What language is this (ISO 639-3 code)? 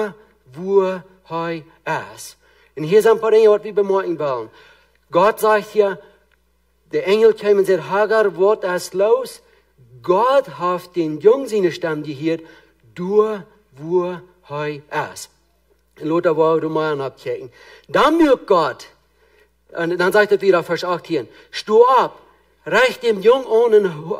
pdt